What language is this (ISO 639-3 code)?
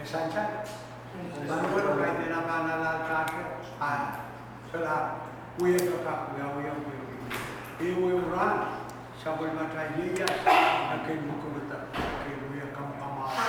pon